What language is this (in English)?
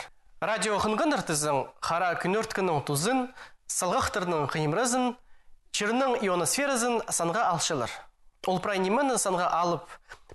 Khakas